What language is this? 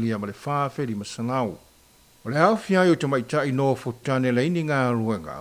Samoan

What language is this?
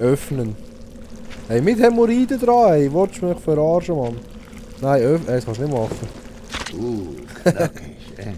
Swiss German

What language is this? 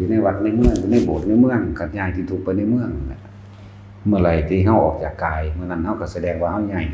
Northeastern Thai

